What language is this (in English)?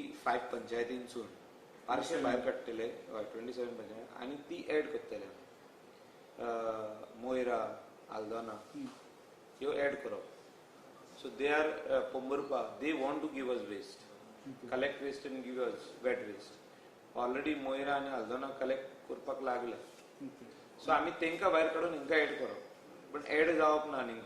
Konkani